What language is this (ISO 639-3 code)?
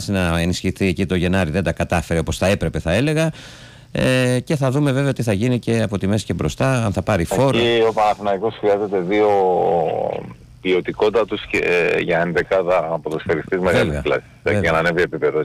ell